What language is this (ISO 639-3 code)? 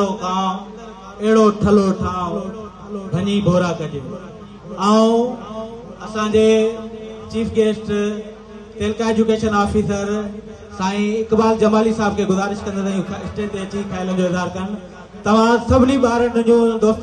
snd